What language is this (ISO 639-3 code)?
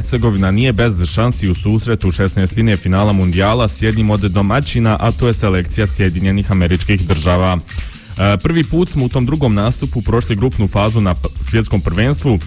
bos